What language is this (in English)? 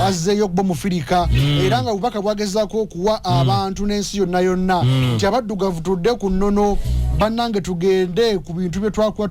Ganda